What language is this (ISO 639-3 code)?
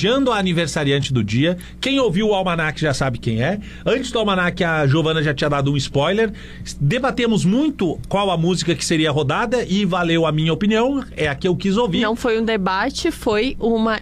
por